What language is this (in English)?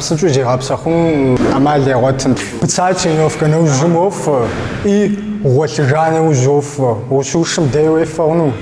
Kabardian